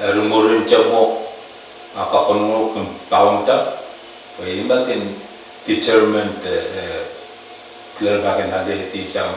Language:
Pohnpeian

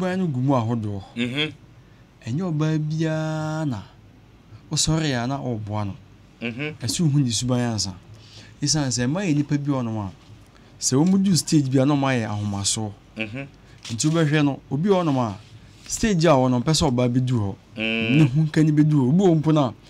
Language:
Akan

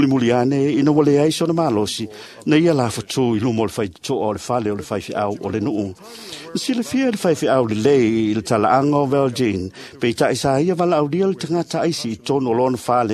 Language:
Samoan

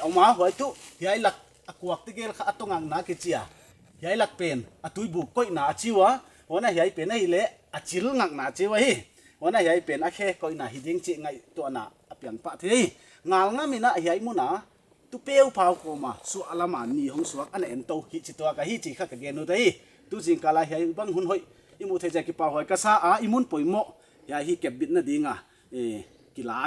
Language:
Paite Chin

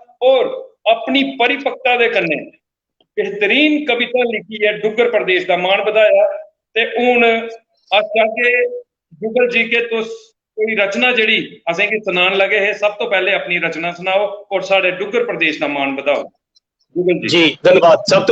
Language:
Dogri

